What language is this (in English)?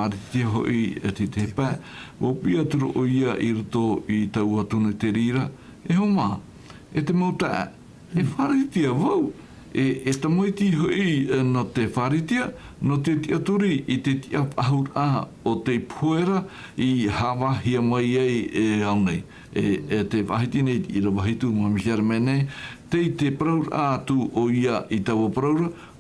Tahitian